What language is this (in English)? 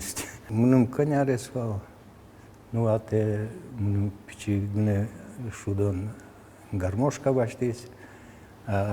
Udmurt